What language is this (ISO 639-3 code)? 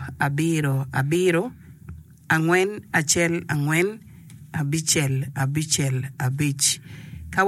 ach